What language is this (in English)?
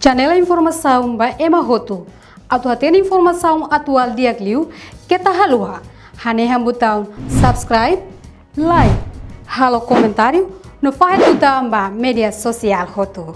Tetum